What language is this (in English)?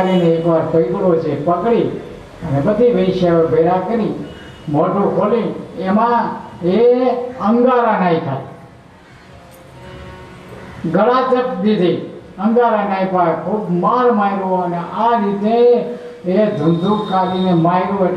Gujarati